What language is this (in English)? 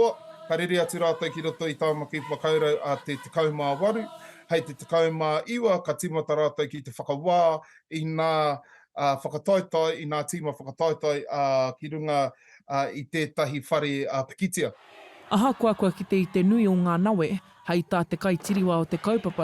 Māori